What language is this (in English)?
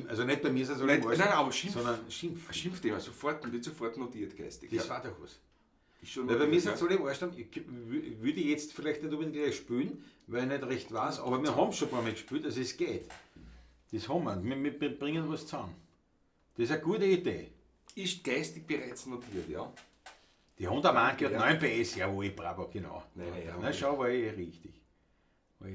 Bavarian